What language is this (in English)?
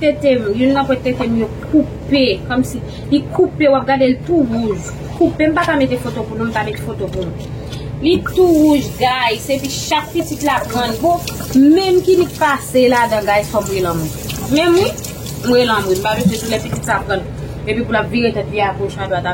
Haitian Creole